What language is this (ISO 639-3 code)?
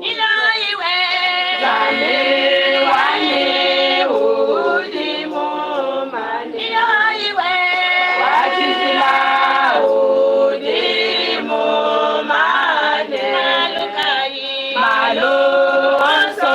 lua